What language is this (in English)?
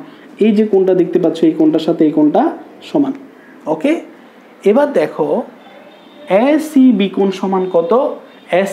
Bangla